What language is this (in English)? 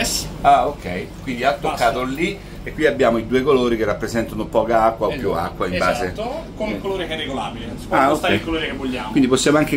Italian